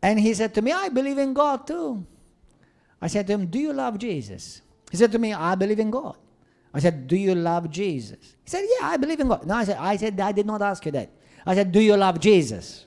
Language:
English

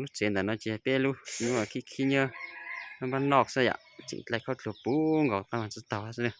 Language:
Hmong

